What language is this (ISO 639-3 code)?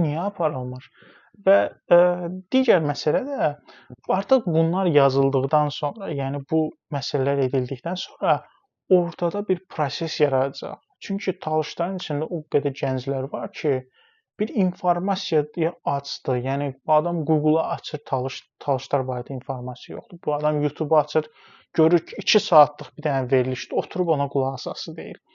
aze